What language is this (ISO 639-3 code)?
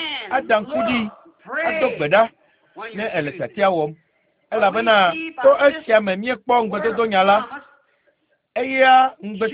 ewe